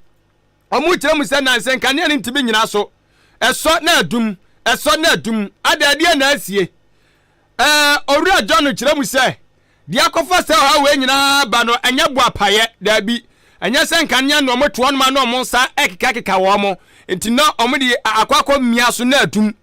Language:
Akan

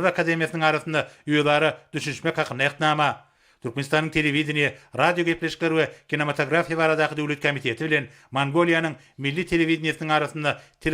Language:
Turkmen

